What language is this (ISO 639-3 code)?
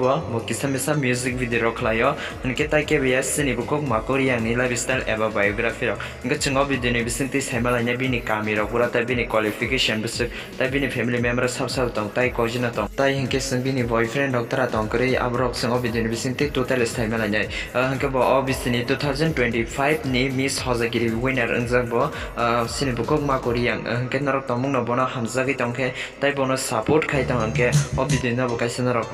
trp